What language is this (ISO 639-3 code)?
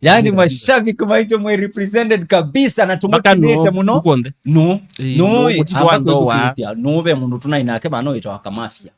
kam